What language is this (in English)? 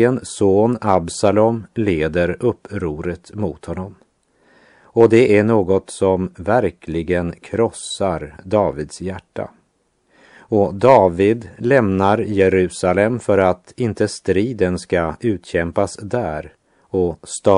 Swedish